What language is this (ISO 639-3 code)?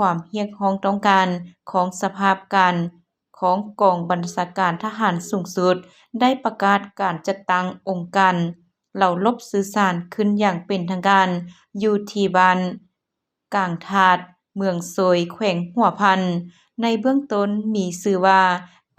lao